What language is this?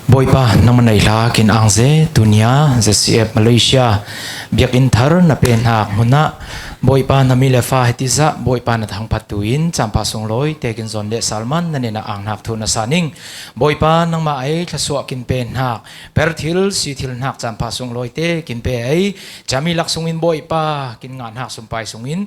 Falam Chin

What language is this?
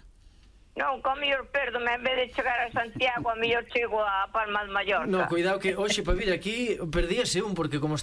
Galician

